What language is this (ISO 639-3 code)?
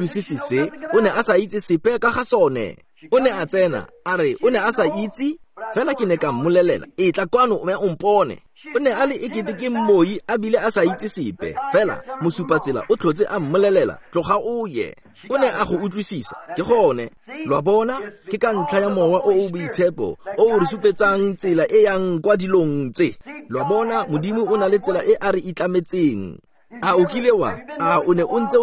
tsn